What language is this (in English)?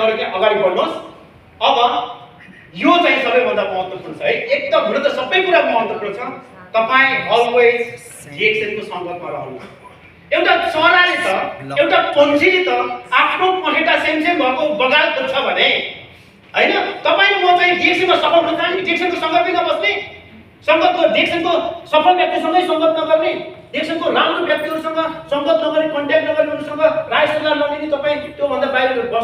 Nepali